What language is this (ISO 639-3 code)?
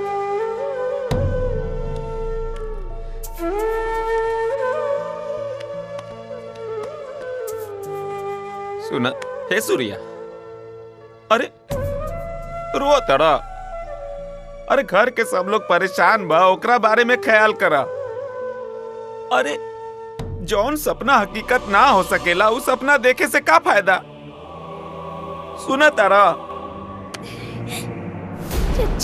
bho